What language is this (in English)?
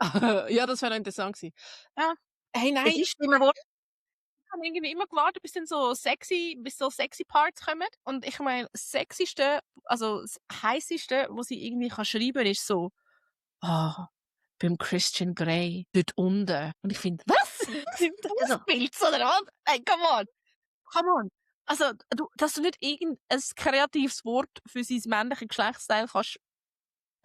Swiss German